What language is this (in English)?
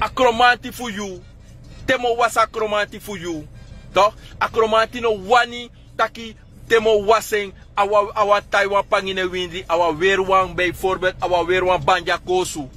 Sranan Tongo